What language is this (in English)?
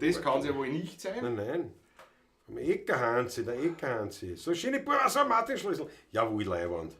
Bavarian